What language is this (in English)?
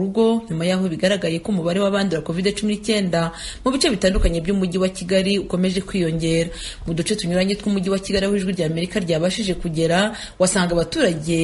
Kinyarwanda